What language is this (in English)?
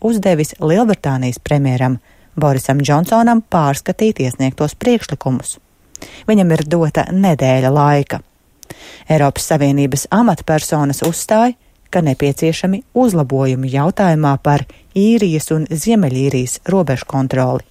Latvian